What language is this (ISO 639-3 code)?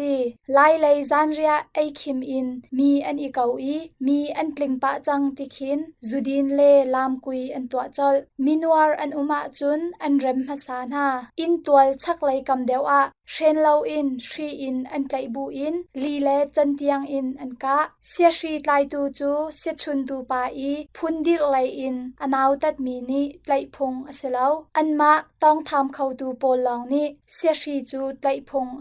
cnh